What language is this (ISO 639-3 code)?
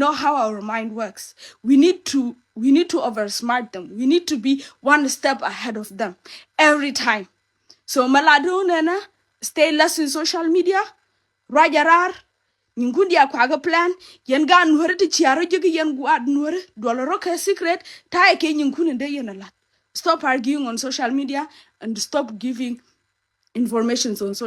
nus